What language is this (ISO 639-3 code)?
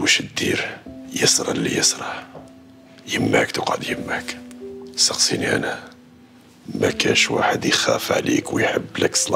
arq